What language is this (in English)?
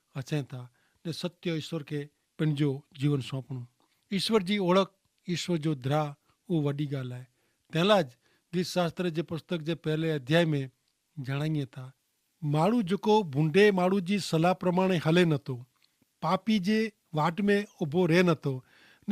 Kachhi